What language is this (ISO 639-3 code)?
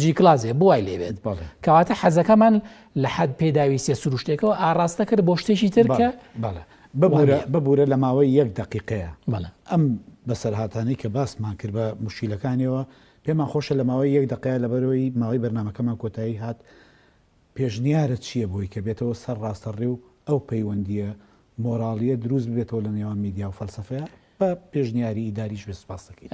ckb